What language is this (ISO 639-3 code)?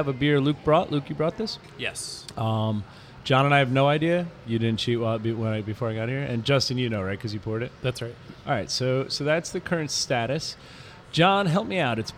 eng